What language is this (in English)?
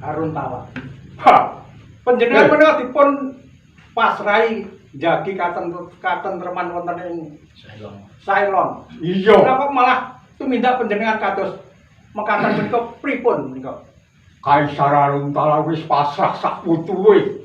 Javanese